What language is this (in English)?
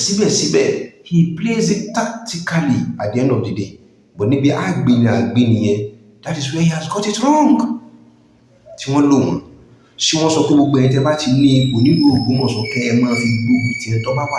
Yoruba